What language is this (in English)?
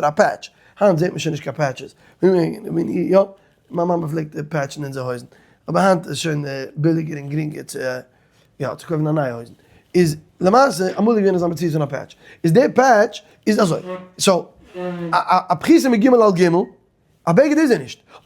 Yiddish